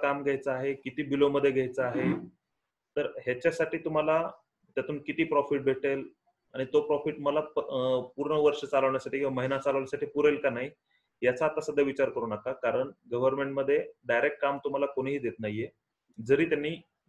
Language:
Marathi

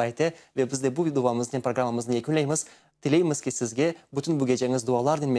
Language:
Crimean Tatar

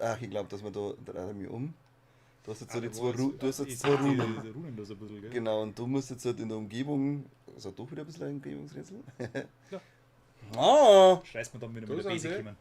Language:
Bavarian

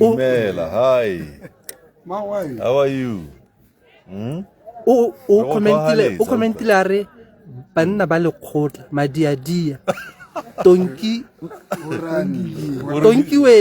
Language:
Tswana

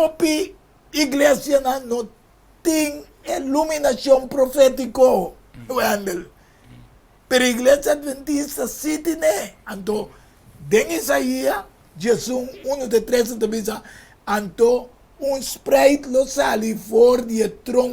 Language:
Papiamento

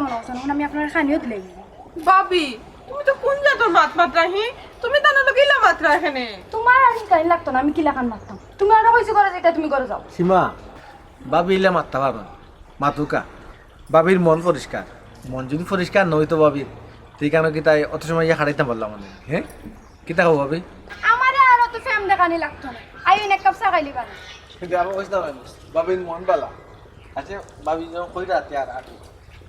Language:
Sylheti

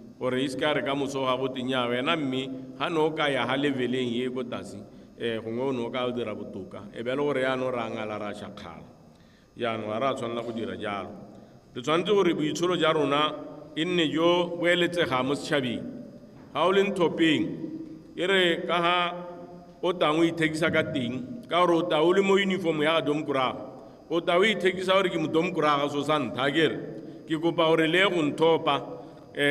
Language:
Tswana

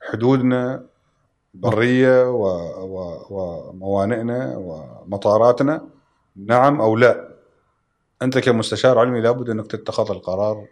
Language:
Gulf Arabic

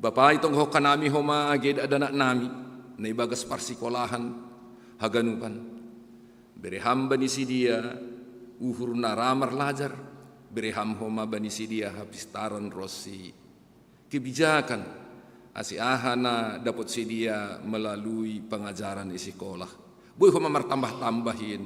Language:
Batak Simalungun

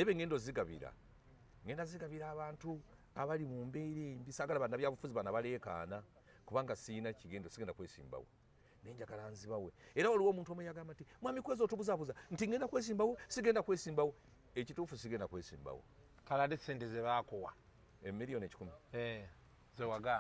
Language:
Ganda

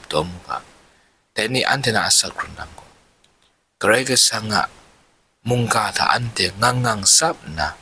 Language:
Kachin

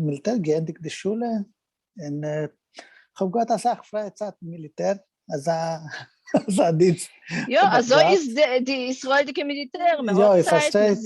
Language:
Yiddish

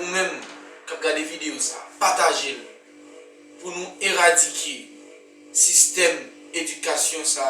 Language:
Haitian Creole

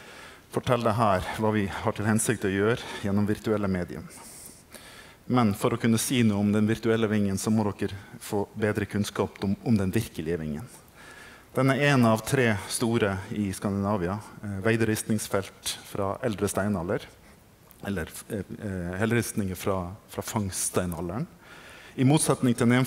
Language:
Norwegian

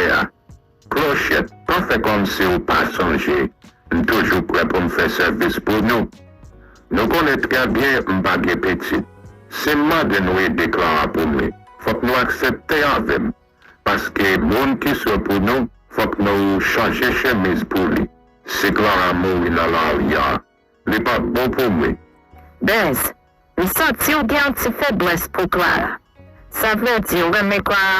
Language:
Haitian Creole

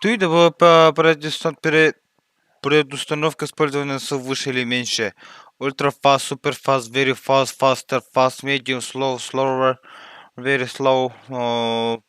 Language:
Yakut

